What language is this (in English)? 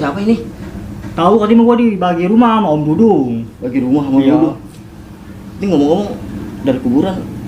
Betawi